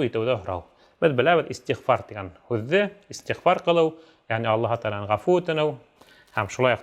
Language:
Bashkir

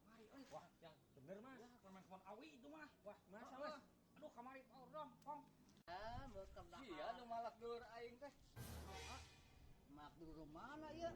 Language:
Sundanese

